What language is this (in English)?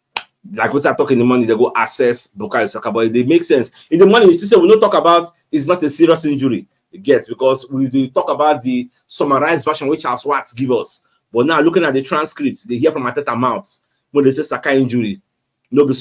Nigerian Pidgin